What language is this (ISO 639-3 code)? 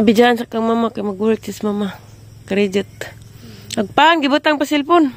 ceb